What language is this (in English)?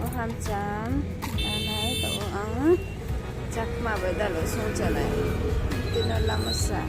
Riang (India)